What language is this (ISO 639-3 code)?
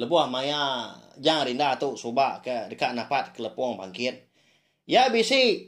iba